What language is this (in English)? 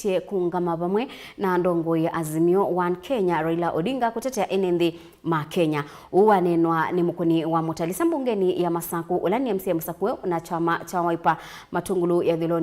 Kamba